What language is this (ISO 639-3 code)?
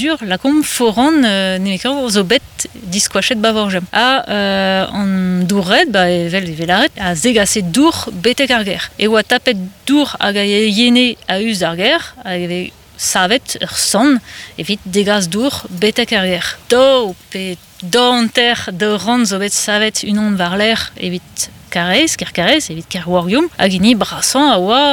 bre